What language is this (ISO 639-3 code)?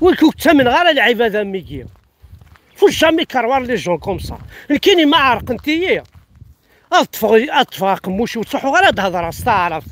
kab